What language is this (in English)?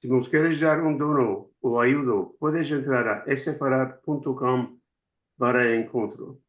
Ladino